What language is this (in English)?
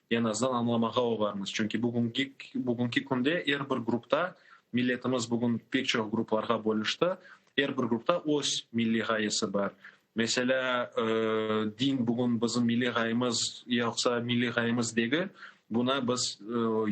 Crimean Tatar